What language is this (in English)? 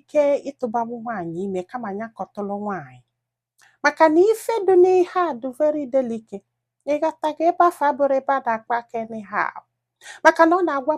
Igbo